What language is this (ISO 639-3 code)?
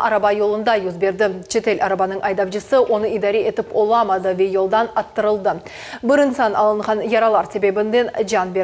crh